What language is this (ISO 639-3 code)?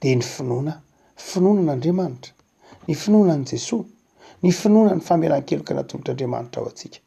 mlg